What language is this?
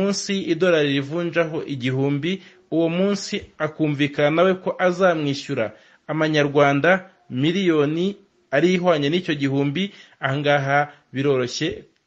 Kinyarwanda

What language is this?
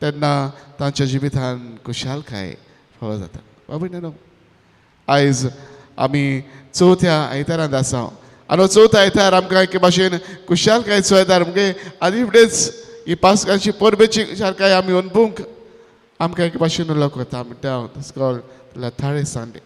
Konkani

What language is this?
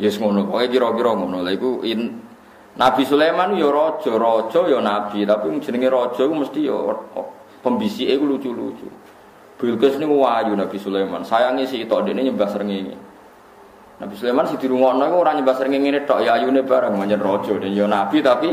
Javanese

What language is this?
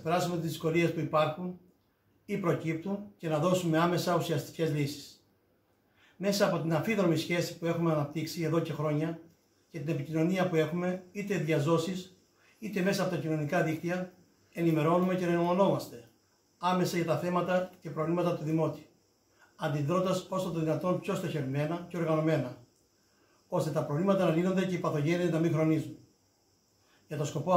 Greek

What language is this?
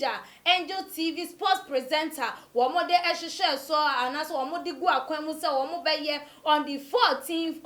Akan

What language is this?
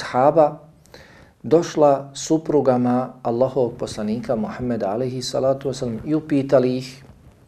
Bosnian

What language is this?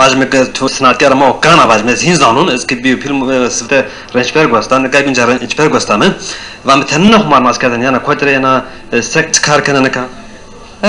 Zaza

